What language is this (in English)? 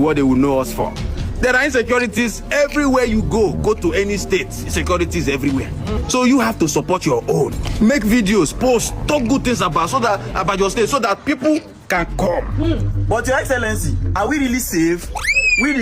Nigerian Pidgin